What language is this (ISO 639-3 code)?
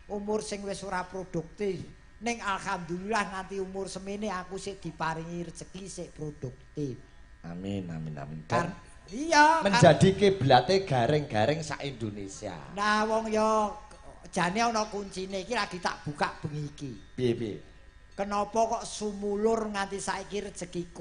jav